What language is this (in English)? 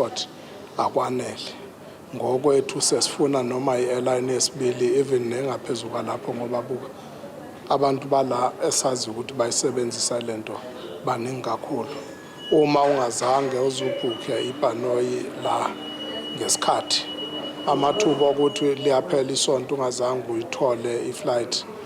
Zulu